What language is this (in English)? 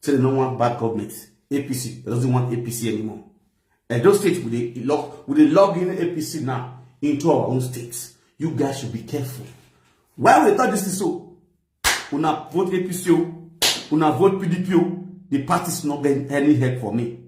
Nigerian Pidgin